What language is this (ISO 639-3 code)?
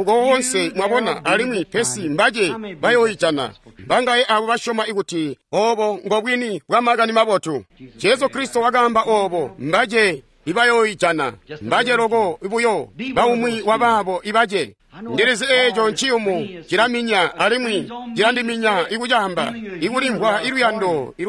toi